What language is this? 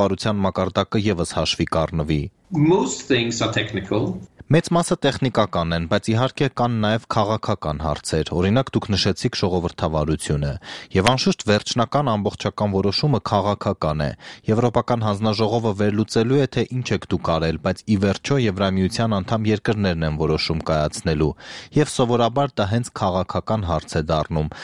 Armenian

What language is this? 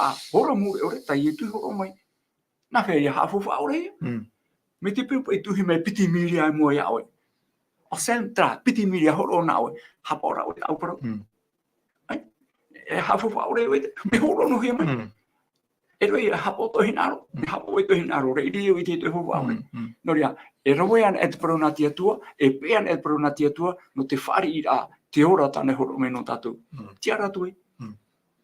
Tahitian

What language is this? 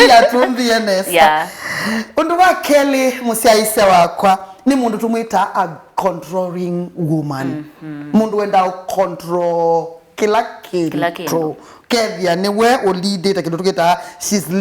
Kamba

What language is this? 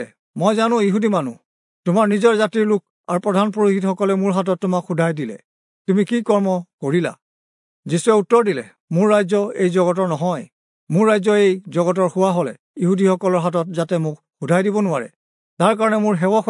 Assamese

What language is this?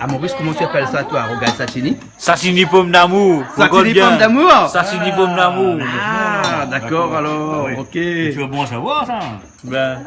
Réunion Creole French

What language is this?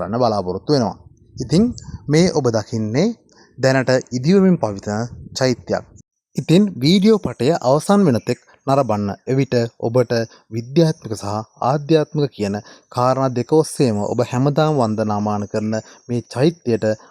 Sinhala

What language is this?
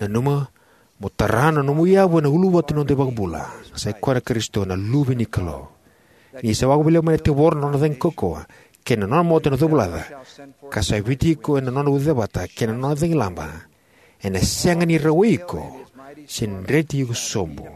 Fijian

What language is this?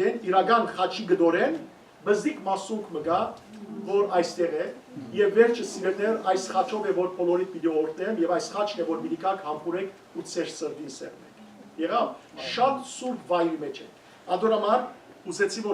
Western Armenian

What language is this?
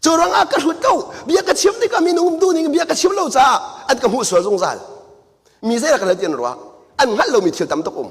Hakha Chin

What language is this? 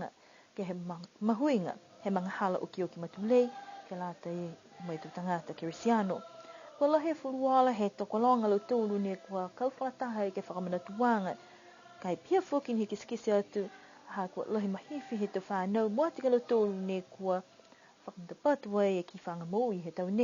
Niuean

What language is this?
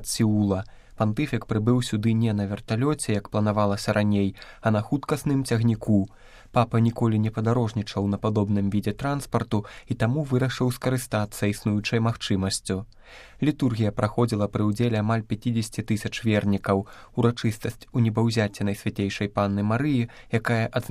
Belarusian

